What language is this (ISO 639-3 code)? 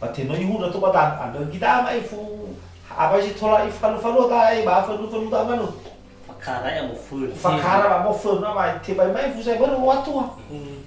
nia